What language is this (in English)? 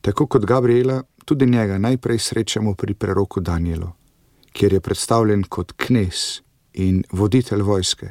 Slovenian